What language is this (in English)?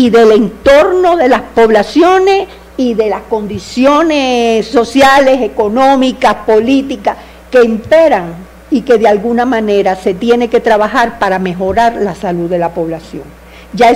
Spanish